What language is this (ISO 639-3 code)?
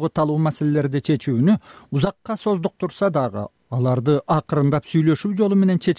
kir